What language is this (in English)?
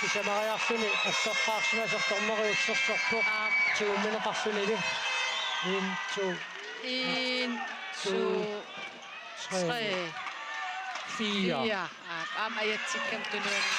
Kalaallisut